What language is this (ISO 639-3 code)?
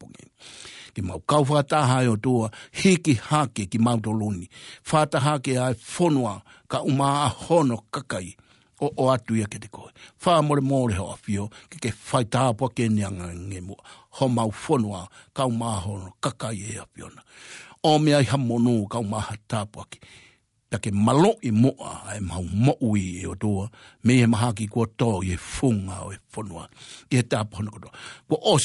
ton